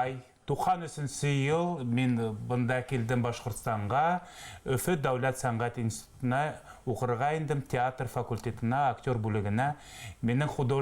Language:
Bashkir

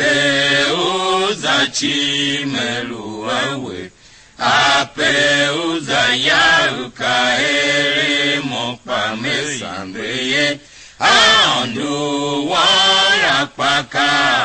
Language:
Tiv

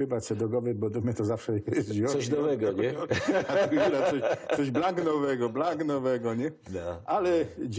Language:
Silesian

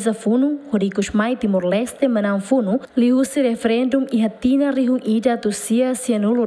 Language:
Tetum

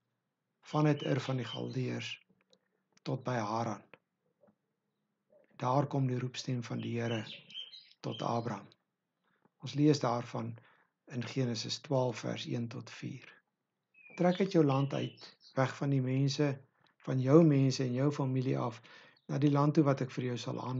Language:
Afrikaans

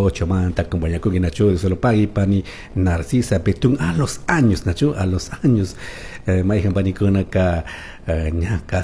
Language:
Chimborazo Highland Quichua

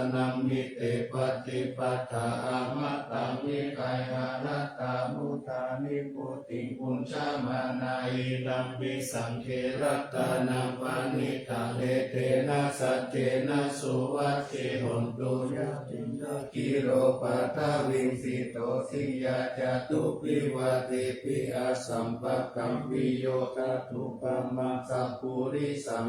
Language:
Pali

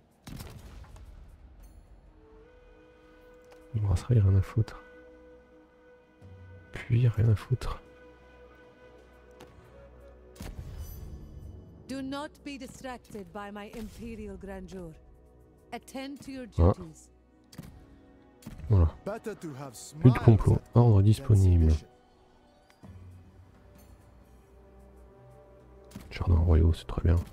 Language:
French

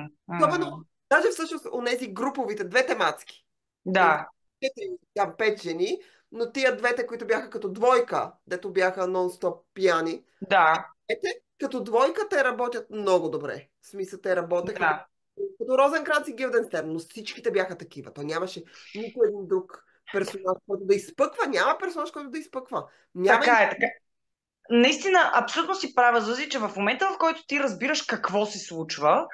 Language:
Bulgarian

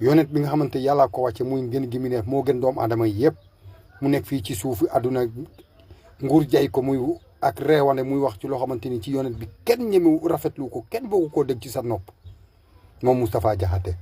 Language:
Wolof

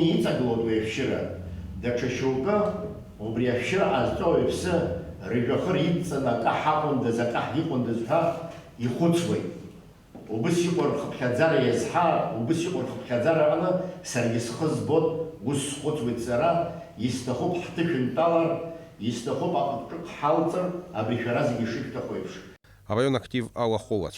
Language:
Abkhazian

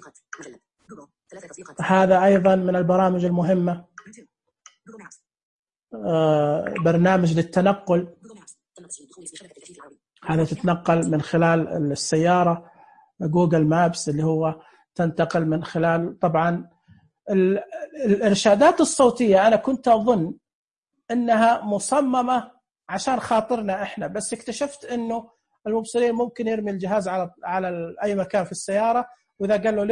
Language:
Najdi Arabic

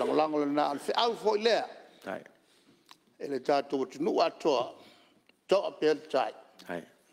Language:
Samoan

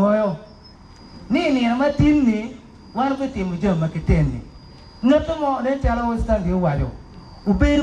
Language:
Acoli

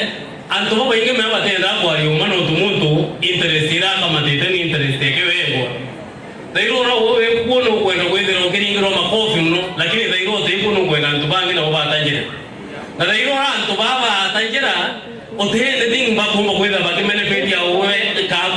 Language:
Meru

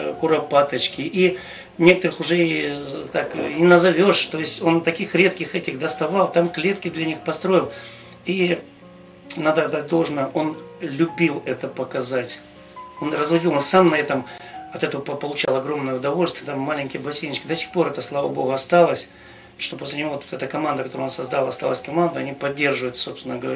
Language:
Russian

